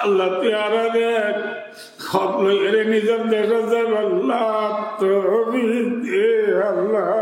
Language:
Rohingya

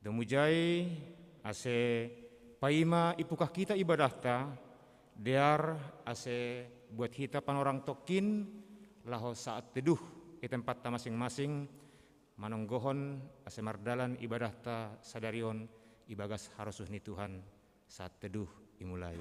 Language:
Batak Simalungun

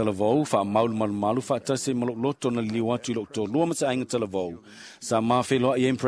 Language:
Samoan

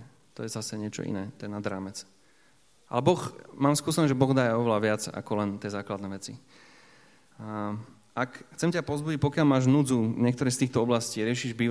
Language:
Slovak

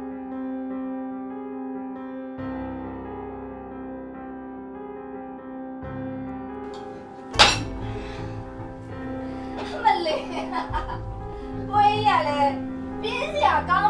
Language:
Burmese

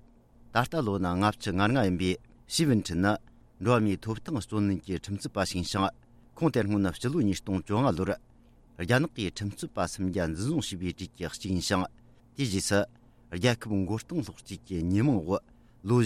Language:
Tibetan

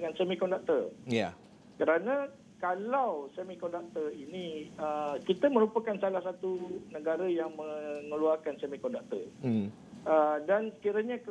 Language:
Malay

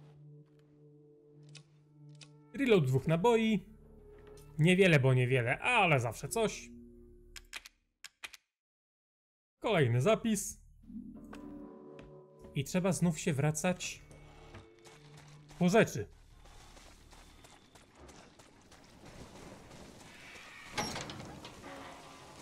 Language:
Polish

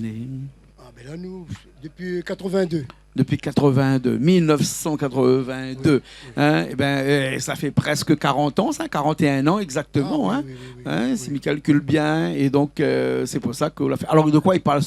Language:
Réunion Creole French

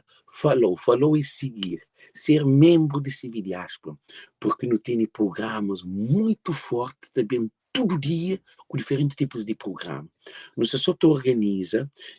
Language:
Kabuverdianu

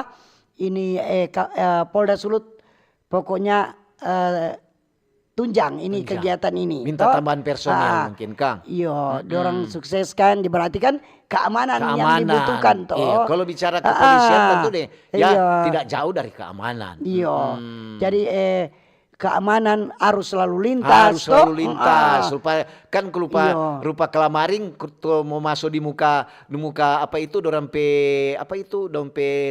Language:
Manado Malay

